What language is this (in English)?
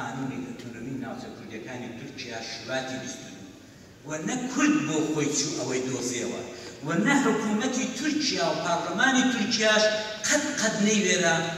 Central Kurdish